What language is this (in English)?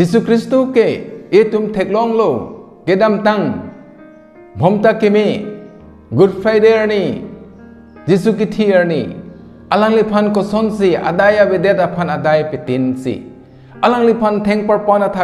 Karbi